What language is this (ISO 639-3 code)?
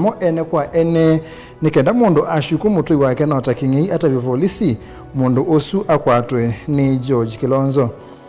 kam